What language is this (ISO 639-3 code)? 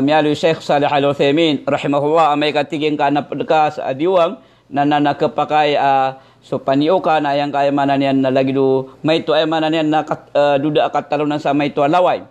mrw